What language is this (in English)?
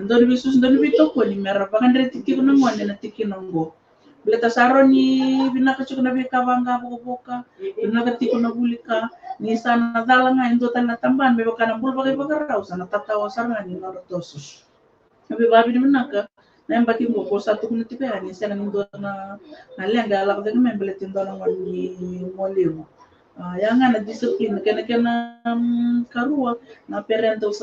Fijian